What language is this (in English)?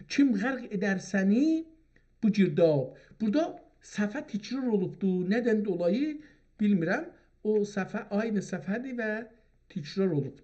South Azerbaijani